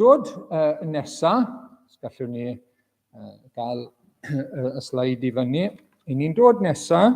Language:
Welsh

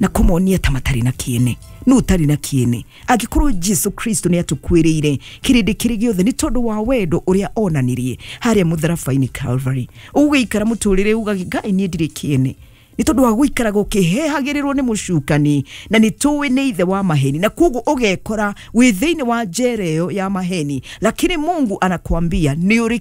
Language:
Kikuyu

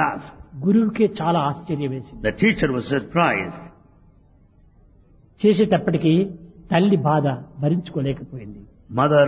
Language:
Telugu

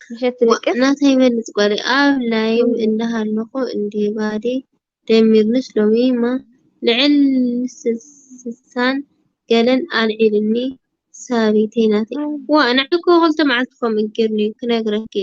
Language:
Tigrinya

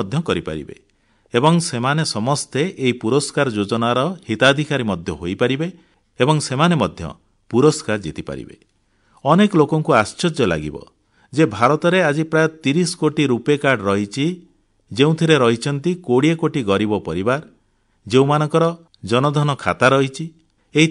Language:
Odia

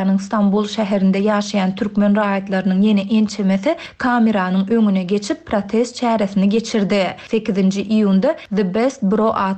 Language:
Turkmen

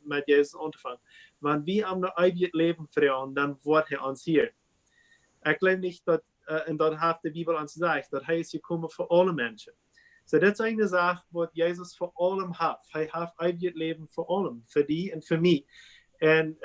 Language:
Plautdietsch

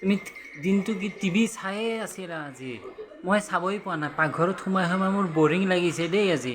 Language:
Assamese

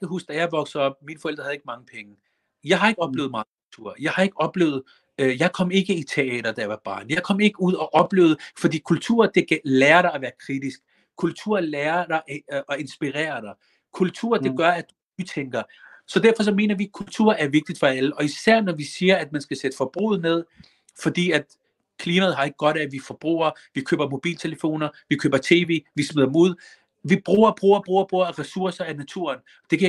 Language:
Danish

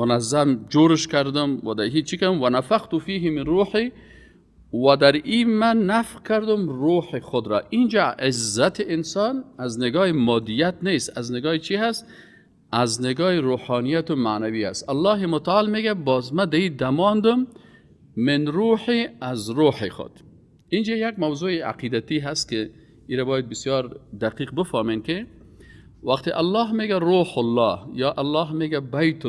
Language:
Persian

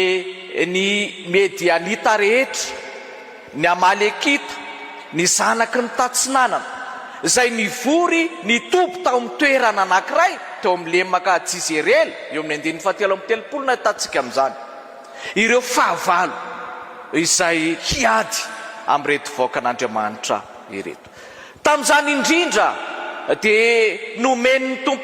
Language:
Malagasy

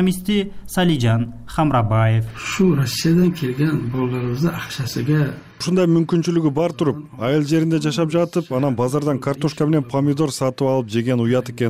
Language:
Kyrgyz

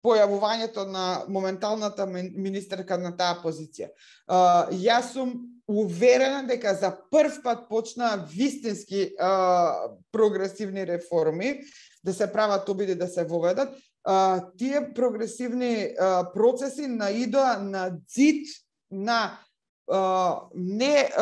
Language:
Macedonian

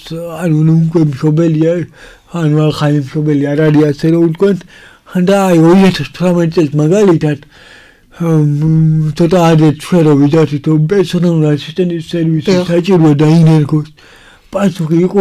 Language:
Georgian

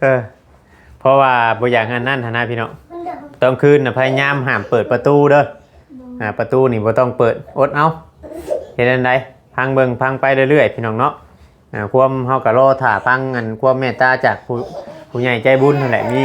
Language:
Northeastern Thai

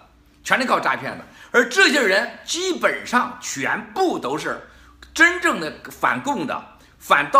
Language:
Chinese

